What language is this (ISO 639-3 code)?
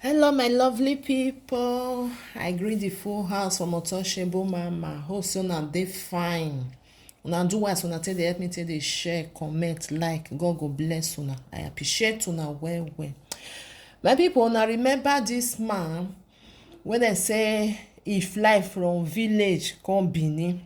pcm